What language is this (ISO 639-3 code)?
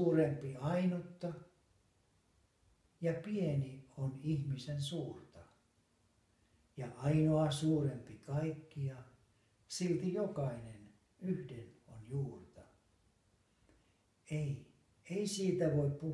fin